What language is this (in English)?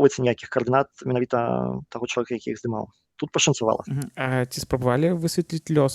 Belarusian